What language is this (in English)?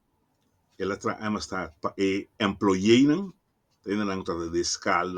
Papiamento